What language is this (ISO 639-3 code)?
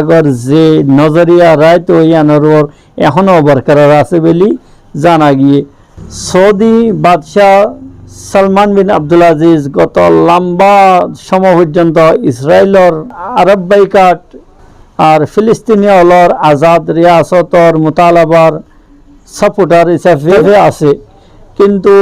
rhg